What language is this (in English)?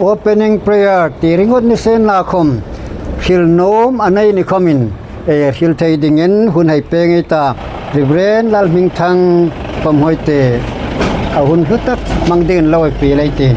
Hmar